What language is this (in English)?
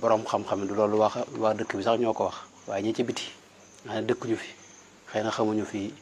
Wolof